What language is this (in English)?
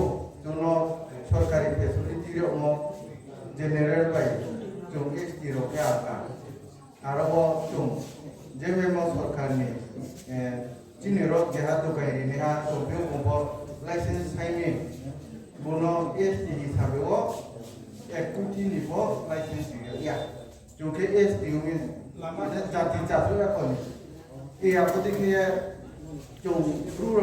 Riang (India)